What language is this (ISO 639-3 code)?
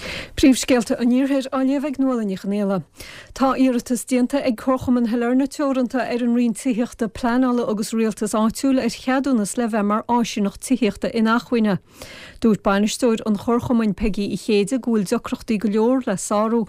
gle